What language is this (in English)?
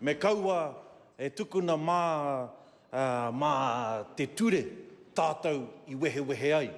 Māori